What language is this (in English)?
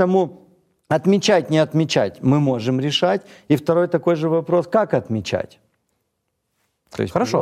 Russian